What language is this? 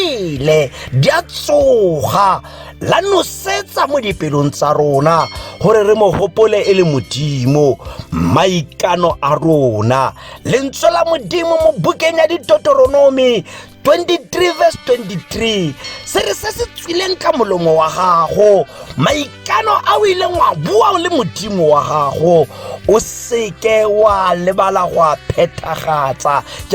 Tswana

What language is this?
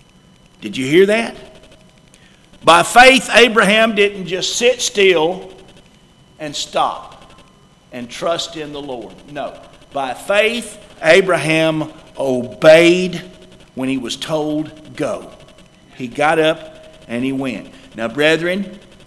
English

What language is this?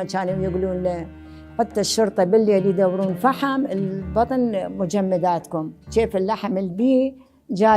Mesopotamian Arabic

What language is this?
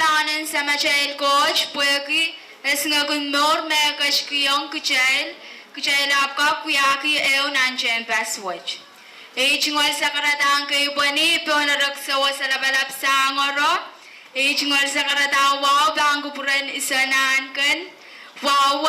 Pohnpeian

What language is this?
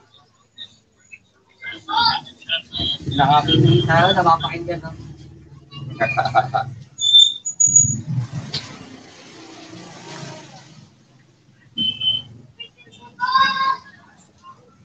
Filipino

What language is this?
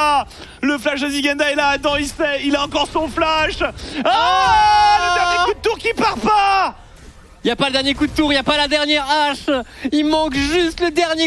French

